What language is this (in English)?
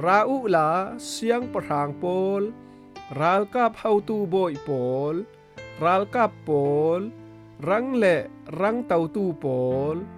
Falam Chin